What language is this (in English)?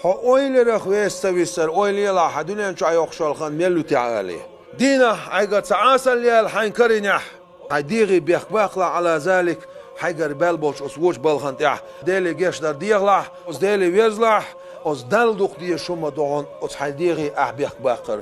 Chechen